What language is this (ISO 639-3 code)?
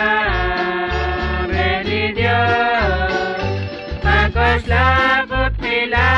kek